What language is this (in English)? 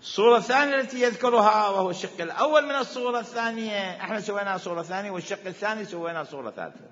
Mesopotamian Arabic